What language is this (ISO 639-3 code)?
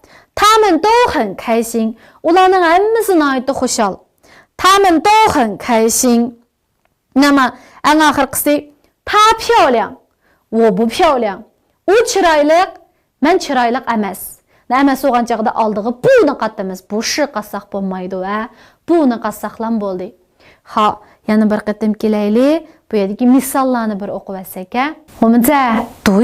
uig